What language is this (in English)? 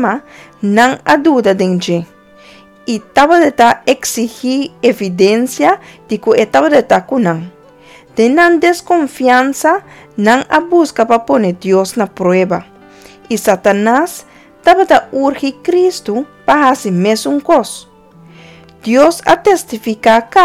Papiamento